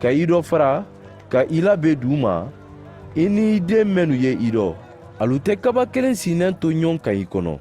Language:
Mandingo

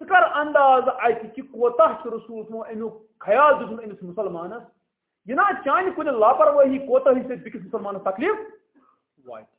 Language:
Kashmiri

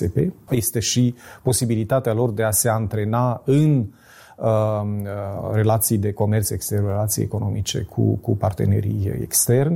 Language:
Romanian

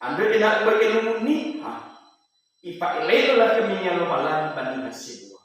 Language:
Nias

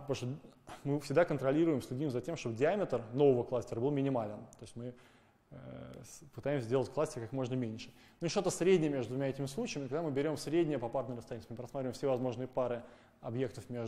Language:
Russian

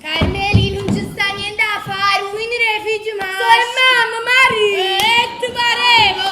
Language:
Neapolitan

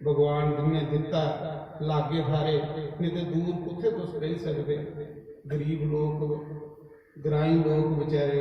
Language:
Dogri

